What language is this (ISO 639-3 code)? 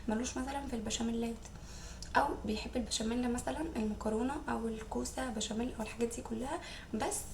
arz